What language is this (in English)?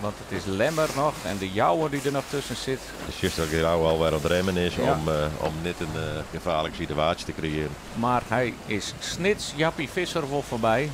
Western Frisian